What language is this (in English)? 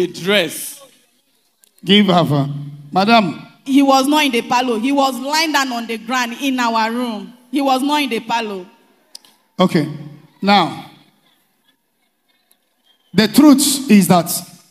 English